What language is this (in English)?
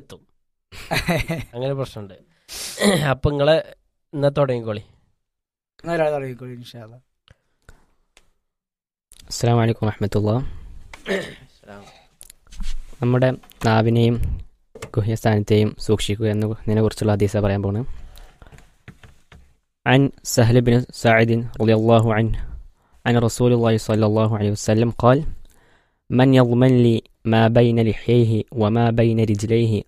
Malayalam